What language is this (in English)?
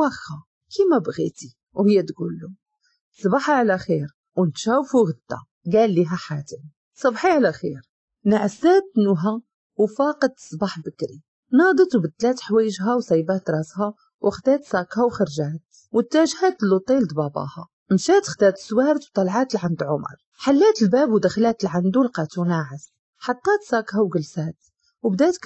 Moroccan Arabic